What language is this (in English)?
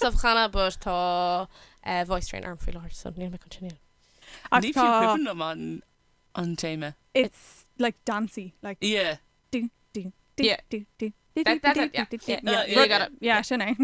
Irish